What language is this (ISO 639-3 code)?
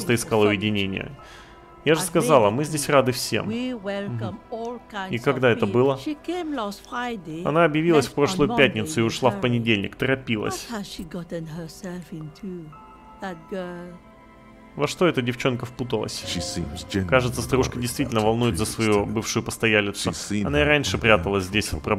rus